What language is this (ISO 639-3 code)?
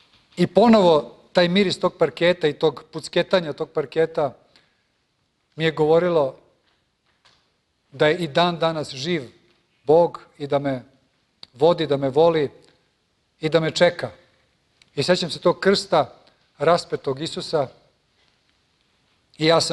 srp